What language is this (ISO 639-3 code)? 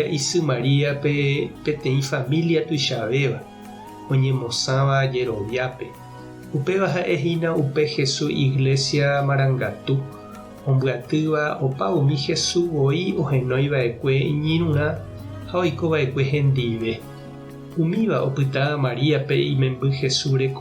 grn